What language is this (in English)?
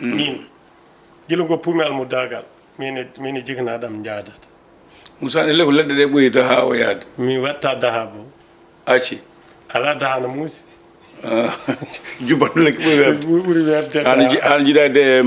Fula